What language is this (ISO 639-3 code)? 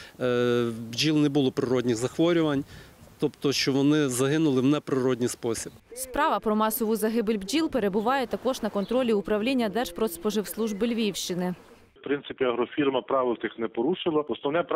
ukr